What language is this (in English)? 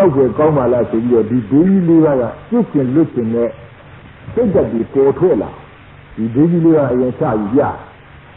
Burmese